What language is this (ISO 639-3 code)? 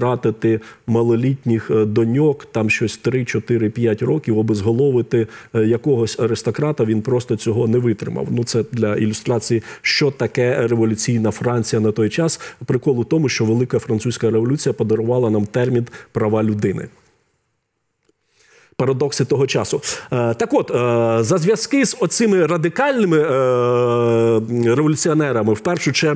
ukr